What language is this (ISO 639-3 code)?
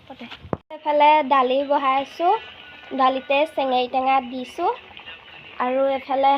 asm